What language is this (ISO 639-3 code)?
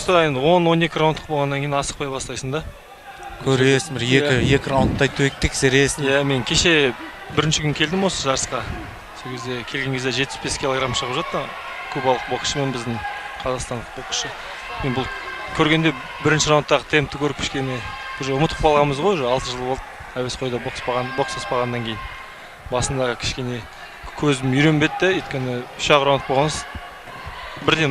kaz